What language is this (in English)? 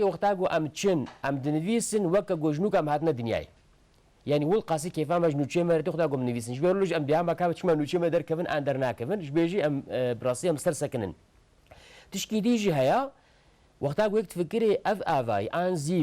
Kurdish